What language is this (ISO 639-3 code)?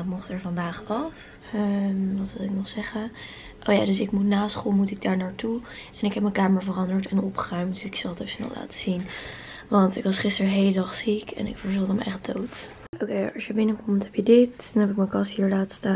nld